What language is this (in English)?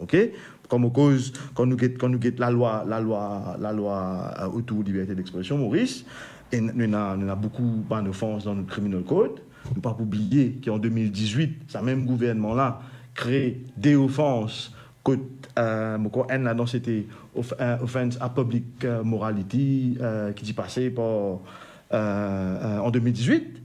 Morisyen